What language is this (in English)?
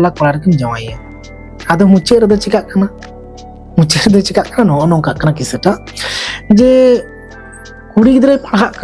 Santali